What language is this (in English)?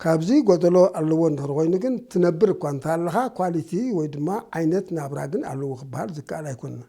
Tigrinya